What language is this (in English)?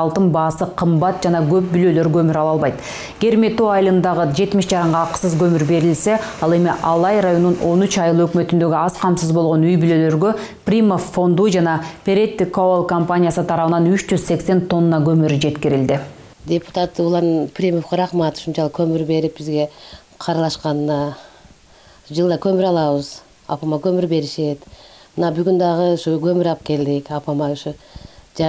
Kyrgyz